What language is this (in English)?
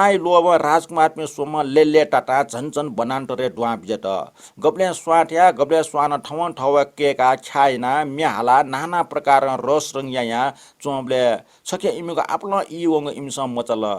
Newari